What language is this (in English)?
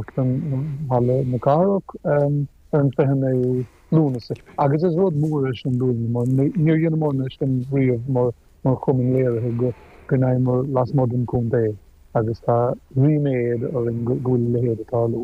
Irish